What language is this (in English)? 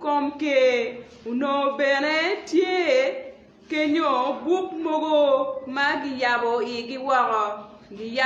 Acoli